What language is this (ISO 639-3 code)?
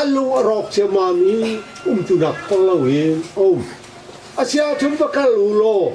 cnh